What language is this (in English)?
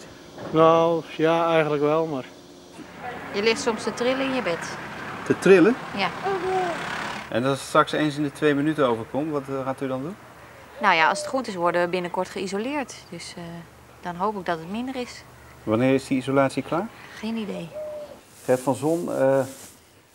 Dutch